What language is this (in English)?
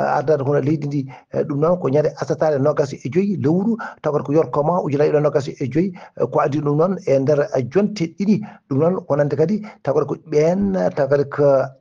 Fula